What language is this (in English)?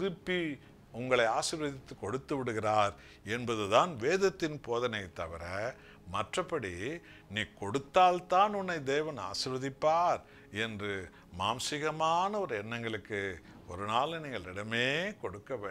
Tamil